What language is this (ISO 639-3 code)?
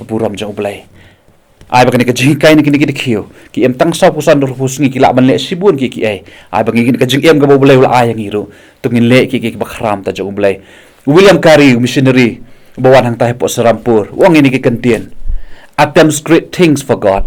kha